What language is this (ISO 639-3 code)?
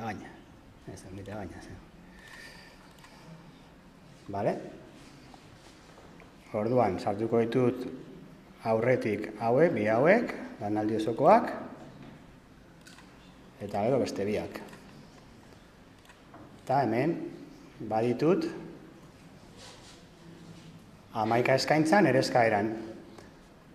eus